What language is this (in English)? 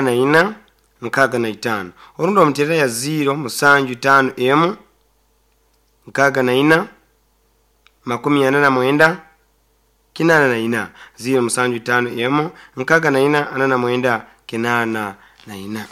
Nyoro